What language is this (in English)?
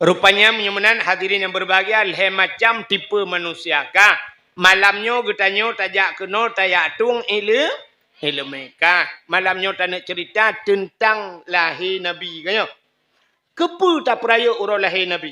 Achinese